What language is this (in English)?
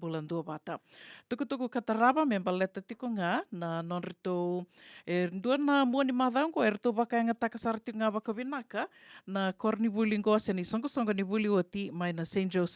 Fijian